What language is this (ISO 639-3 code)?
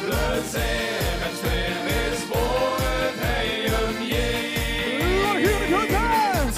lim